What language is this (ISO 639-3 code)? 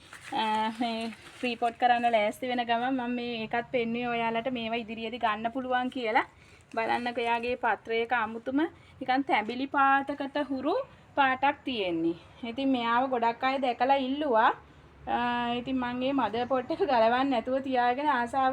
sin